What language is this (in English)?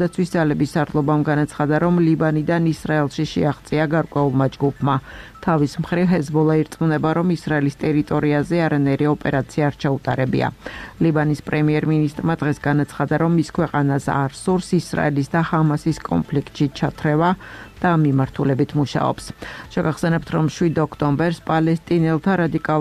Georgian